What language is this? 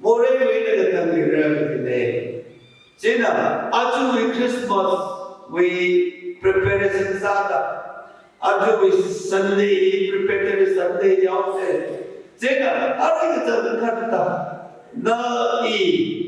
Tangkhul Naga (India)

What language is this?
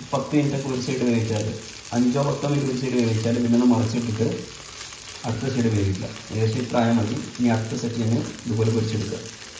Malayalam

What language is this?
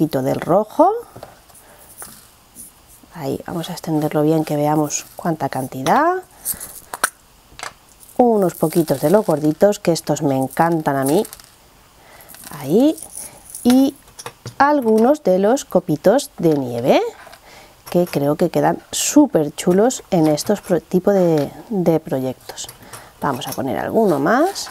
Spanish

